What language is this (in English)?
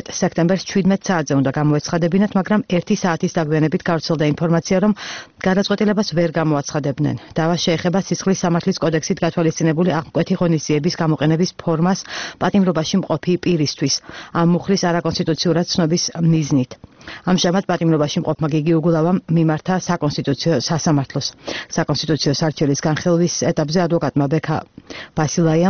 Georgian